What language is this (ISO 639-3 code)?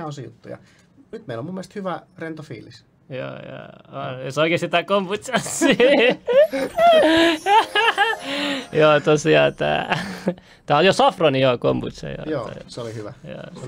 fin